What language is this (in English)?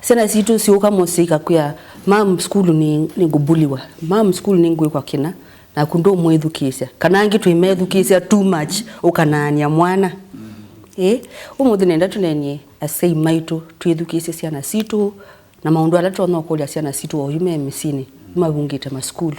Kamba